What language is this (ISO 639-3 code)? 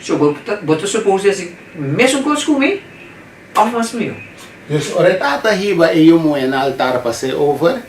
pap